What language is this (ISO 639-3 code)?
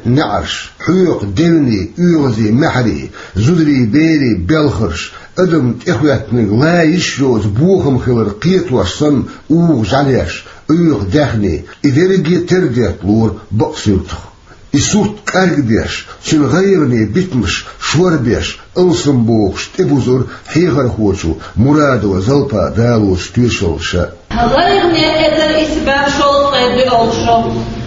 che